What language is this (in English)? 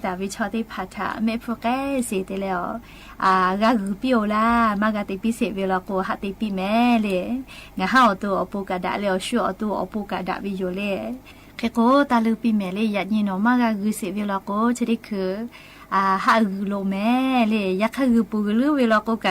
Lahu